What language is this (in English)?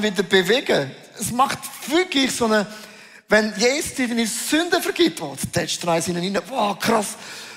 Swiss German